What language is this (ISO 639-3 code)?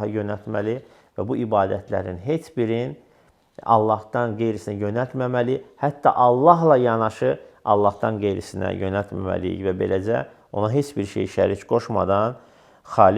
aze